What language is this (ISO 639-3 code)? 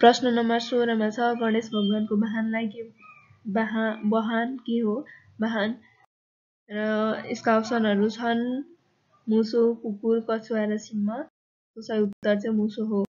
nep